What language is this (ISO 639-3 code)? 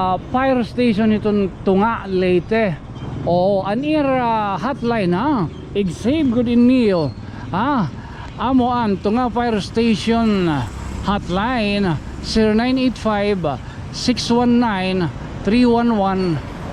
war